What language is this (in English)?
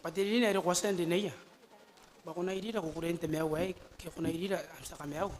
Gilbertese